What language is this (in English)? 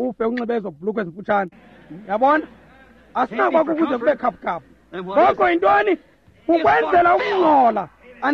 Xhosa